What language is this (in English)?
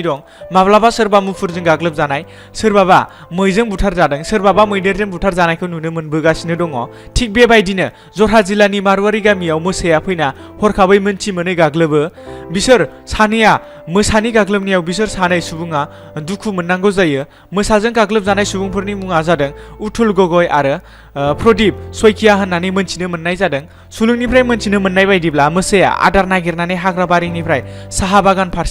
Bodo